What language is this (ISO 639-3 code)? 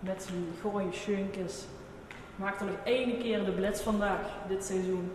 lim